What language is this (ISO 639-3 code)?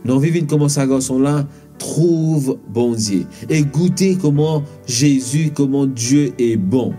mfe